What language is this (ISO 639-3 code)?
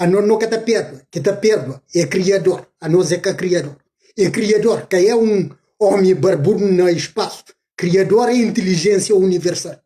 kea